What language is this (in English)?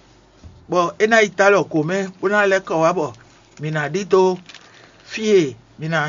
Fon